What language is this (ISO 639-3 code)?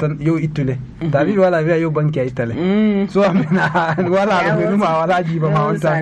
fuv